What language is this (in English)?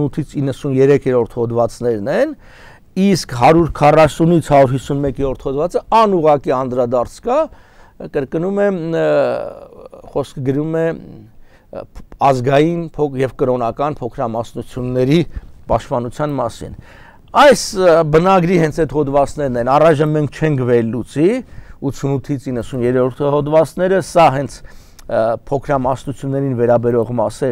Armenian